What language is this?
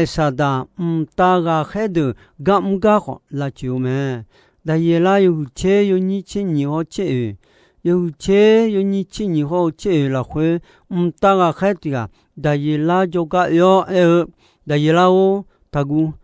Akha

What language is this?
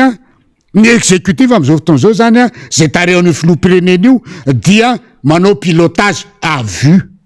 Malagasy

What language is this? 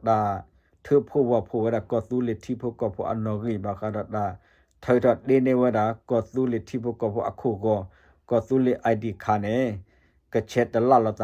S'gaw Karen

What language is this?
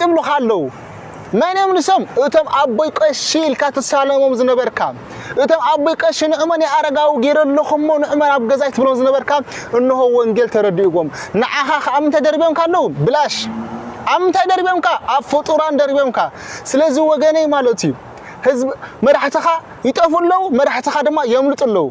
Tigrinya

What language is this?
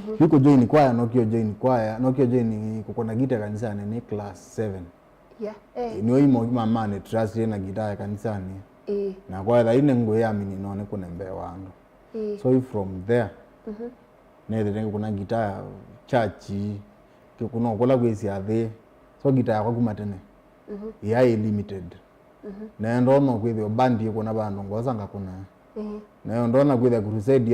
Kamba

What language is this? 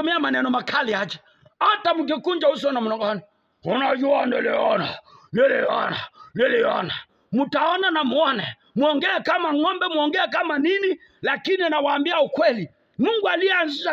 Swahili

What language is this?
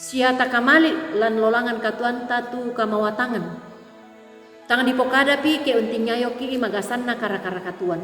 Toraja-Sa'dan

